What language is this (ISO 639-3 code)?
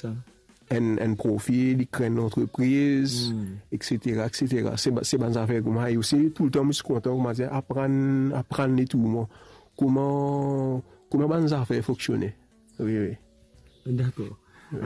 mfe